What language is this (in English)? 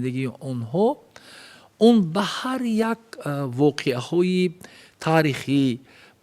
Tajik